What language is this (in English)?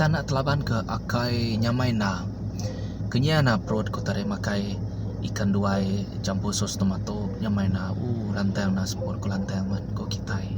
Iban